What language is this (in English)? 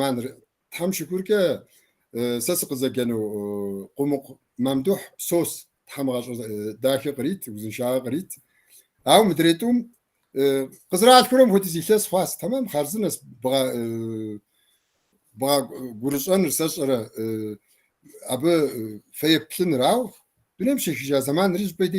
Kabardian